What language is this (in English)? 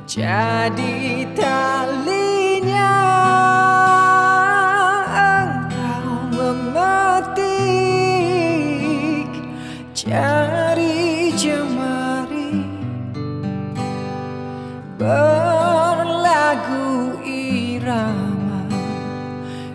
Malay